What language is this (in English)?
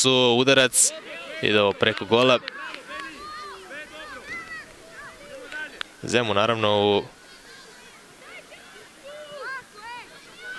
Serbian